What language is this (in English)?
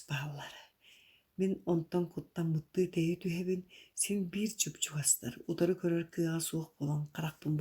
Yakut